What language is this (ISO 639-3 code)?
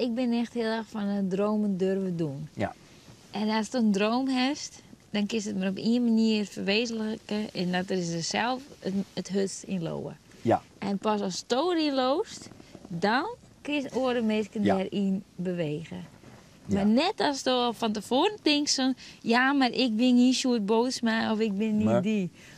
fry